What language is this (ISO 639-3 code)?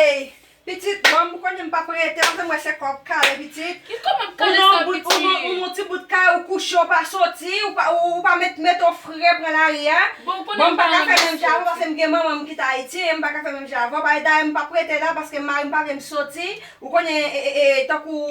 hat